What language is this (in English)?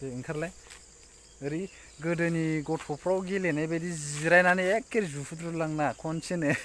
Bodo